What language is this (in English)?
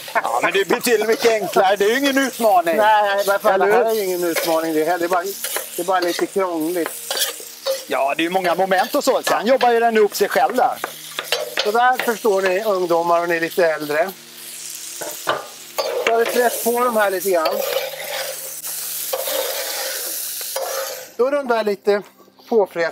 Swedish